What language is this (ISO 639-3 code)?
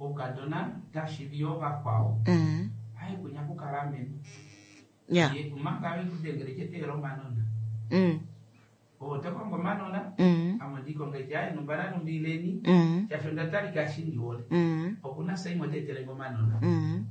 kua